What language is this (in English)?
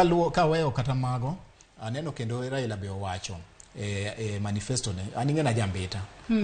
Luo (Kenya and Tanzania)